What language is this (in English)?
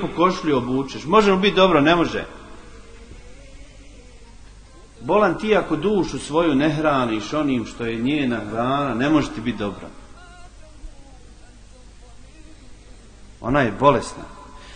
Bosnian